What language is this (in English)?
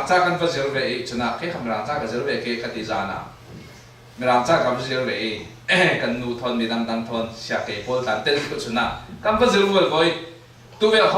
Falam Chin